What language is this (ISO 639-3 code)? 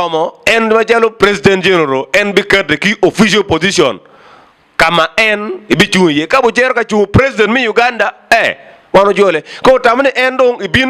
ach